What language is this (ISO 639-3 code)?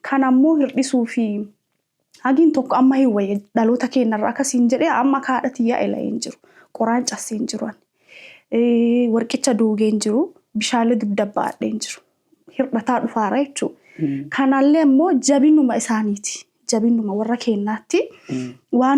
orm